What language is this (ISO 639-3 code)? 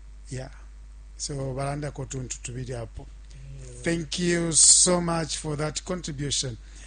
bem